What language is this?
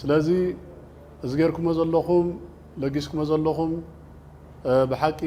Tigrinya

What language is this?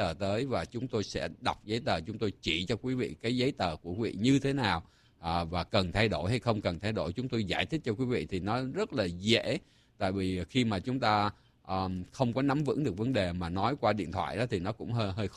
Vietnamese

